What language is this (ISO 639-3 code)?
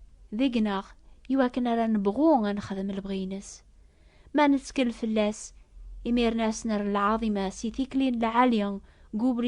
kab